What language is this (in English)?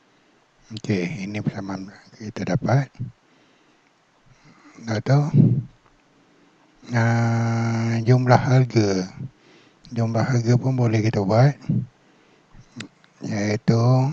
Malay